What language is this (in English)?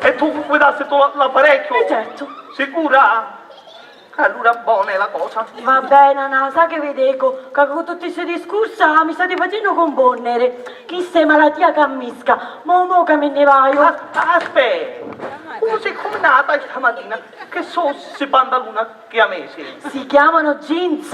Sicilian